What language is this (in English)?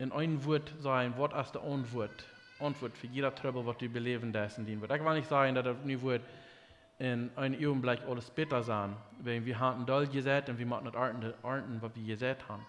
Plautdietsch